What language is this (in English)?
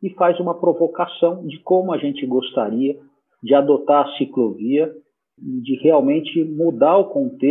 Portuguese